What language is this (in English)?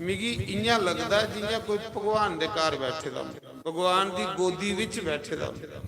Dogri